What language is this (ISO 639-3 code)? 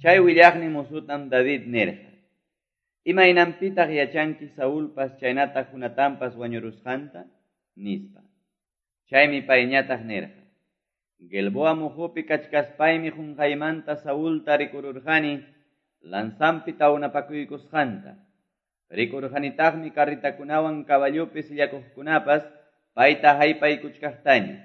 que